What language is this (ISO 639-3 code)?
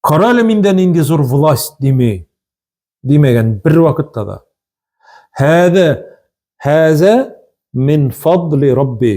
tat